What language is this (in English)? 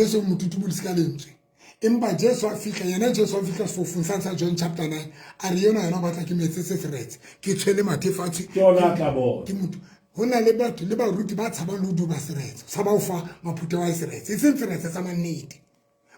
Southern Sotho